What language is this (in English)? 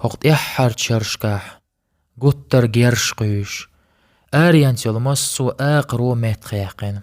Chechen